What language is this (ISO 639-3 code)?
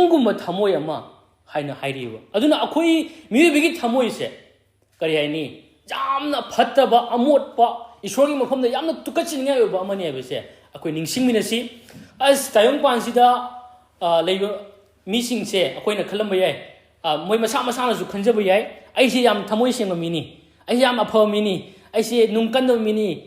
mni